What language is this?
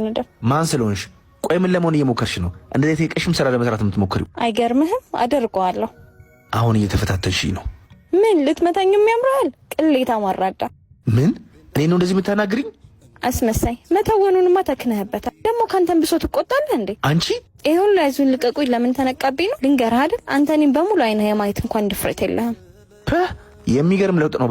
Amharic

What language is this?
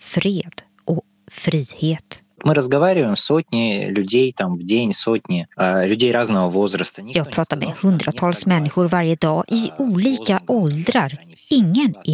Swedish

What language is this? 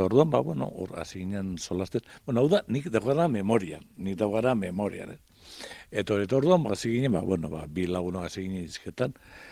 Basque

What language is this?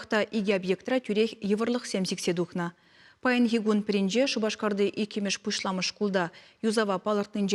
Chuvash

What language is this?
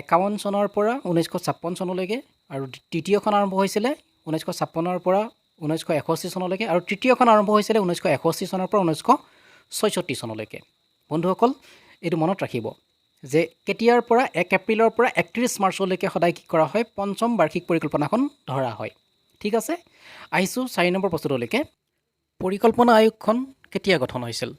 Assamese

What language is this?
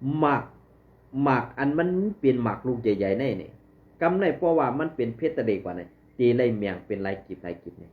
Shan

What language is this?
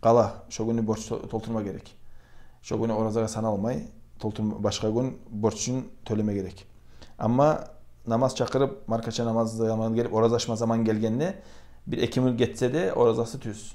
Kumyk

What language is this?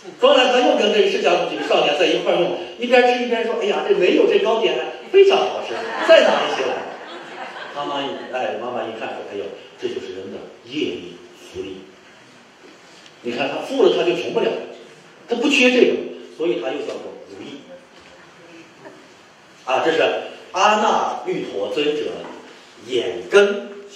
Chinese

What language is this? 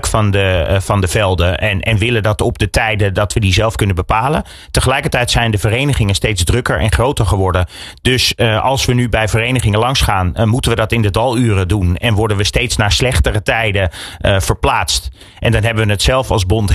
Dutch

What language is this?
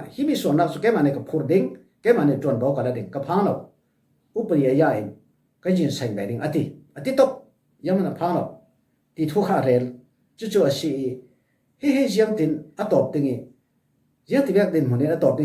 Falam Chin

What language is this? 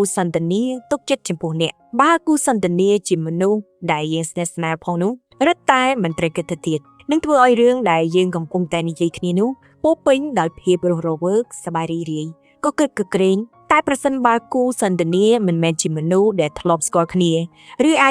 Khmer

